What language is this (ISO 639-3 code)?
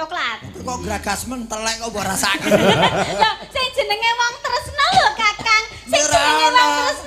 jav